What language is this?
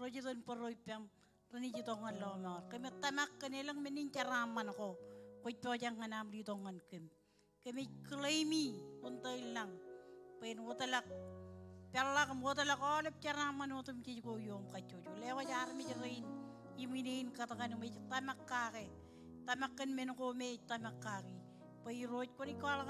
Marshallese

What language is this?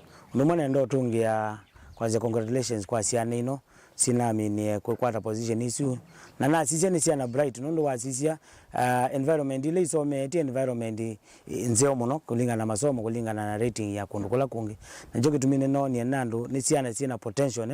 Kamba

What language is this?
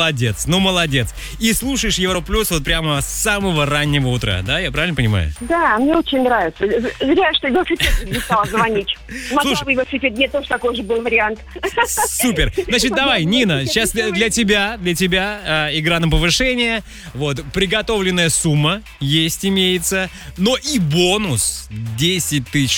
Russian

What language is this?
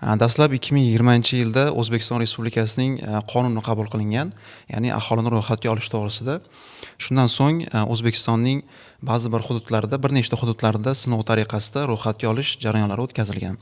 Uzbek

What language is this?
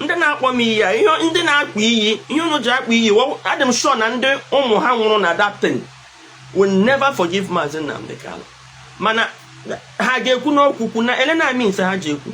Igbo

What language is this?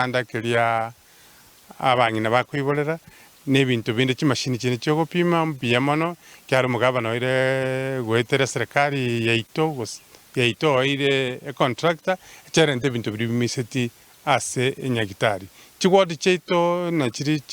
Gusii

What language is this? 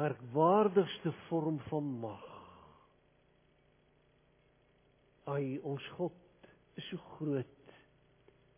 Afrikaans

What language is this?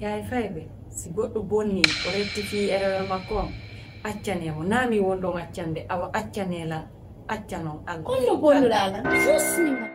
Fula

